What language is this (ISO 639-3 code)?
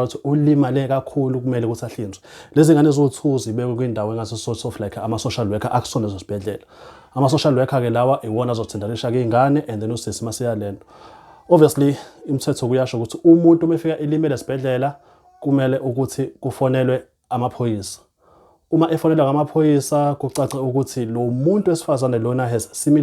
zul